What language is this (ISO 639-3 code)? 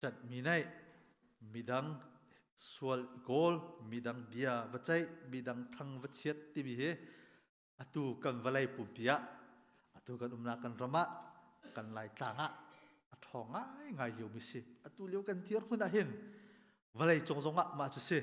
cnh